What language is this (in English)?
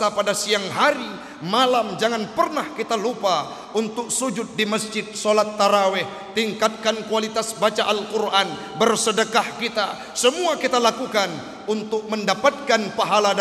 Achinese